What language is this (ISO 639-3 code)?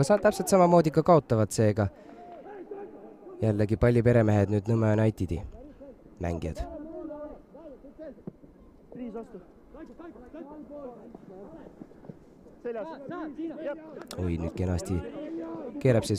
est